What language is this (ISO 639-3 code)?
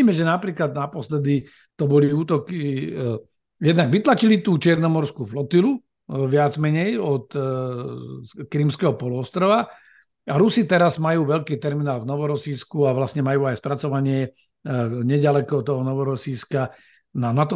slk